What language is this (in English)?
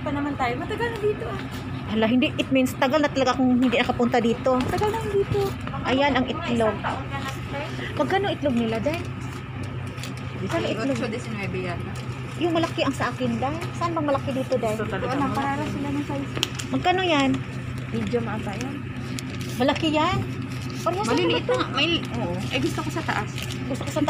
Filipino